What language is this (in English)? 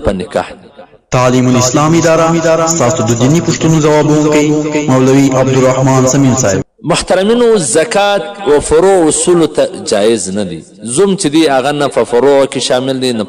Pashto